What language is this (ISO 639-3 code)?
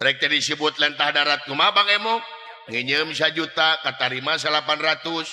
sun